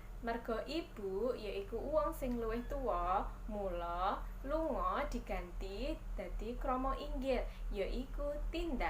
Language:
Javanese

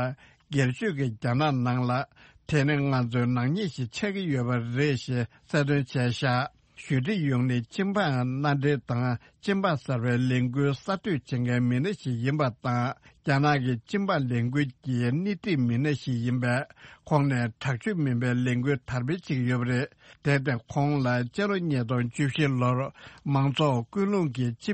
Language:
Tibetan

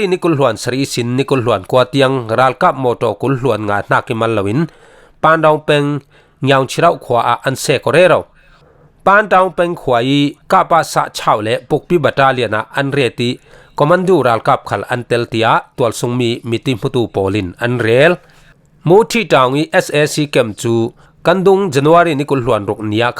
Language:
Falam Chin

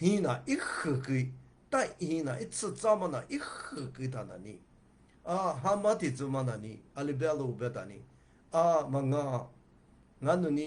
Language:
Lisu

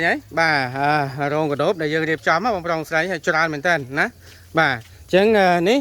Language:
Khmer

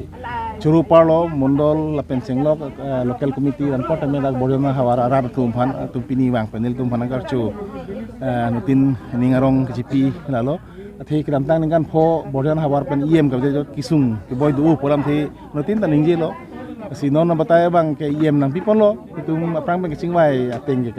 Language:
Karbi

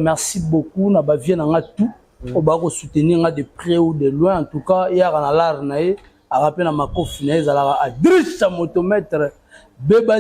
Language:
Lingala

